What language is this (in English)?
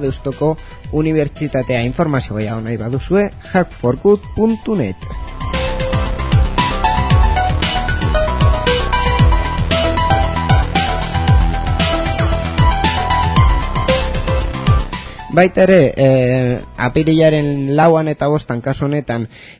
Basque